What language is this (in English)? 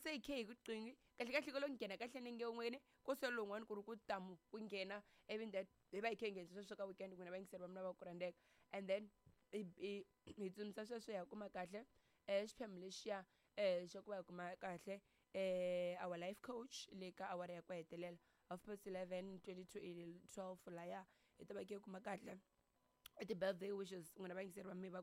Tsonga